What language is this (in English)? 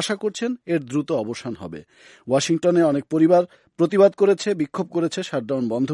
Bangla